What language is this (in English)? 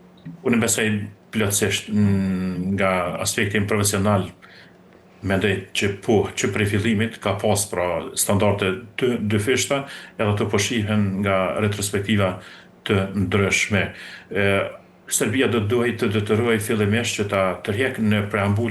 Albanian